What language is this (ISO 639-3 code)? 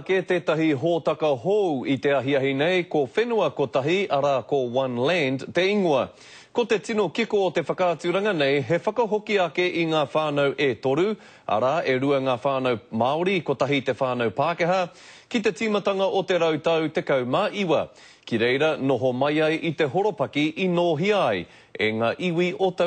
mri